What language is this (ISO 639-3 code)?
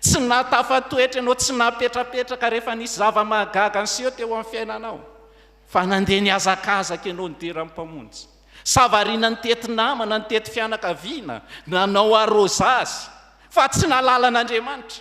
mlg